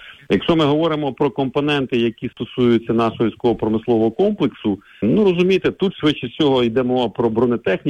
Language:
Ukrainian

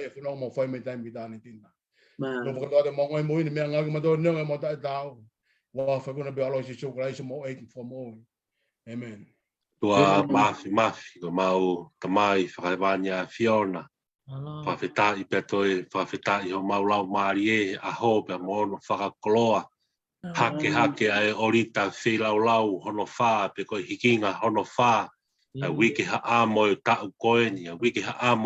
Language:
Tongan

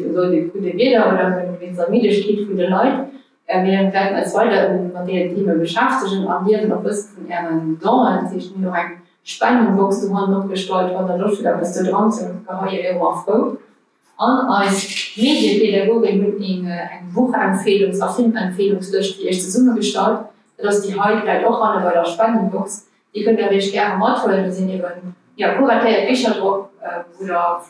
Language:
Luxembourgish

